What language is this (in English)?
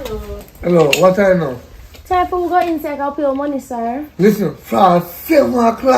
Jamaican Creole English